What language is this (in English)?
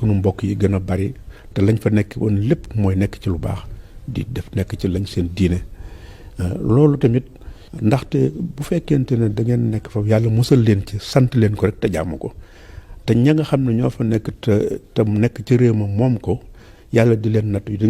Wolof